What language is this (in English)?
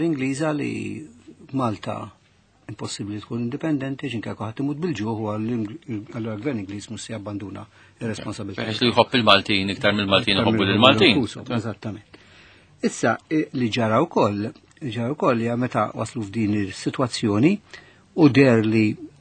Maltese